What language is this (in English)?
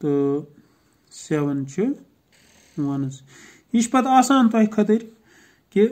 Kashmiri